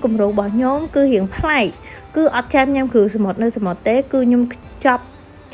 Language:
Khmer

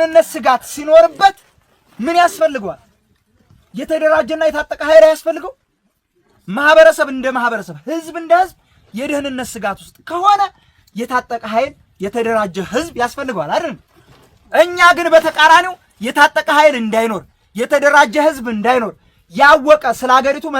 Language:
Amharic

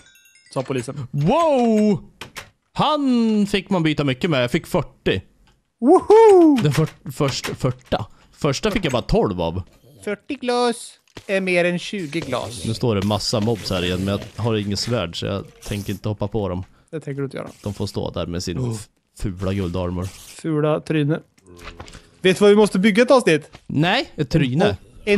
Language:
Swedish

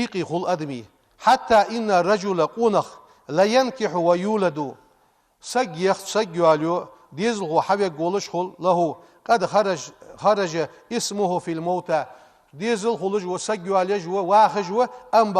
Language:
Ingush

